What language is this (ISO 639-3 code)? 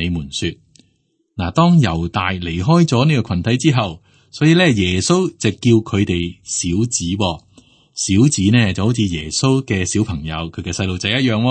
yue